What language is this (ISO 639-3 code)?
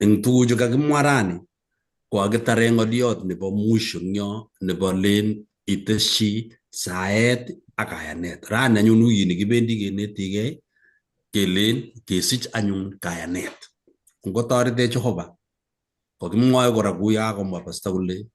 kln